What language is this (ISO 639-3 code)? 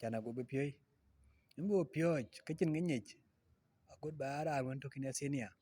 din